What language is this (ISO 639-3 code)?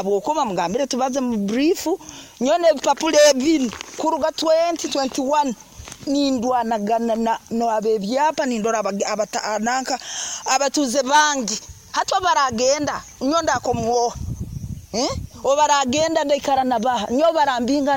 nyo